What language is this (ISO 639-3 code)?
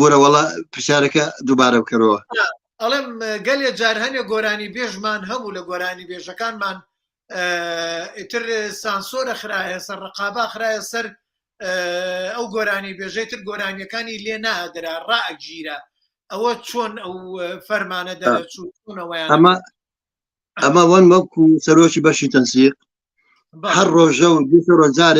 ckb